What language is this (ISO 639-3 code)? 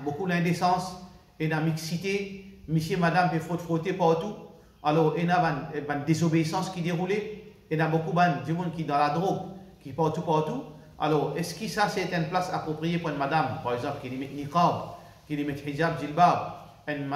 mfe